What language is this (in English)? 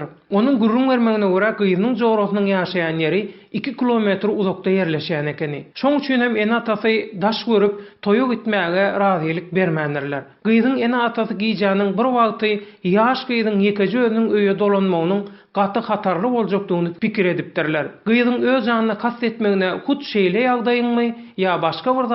Turkmen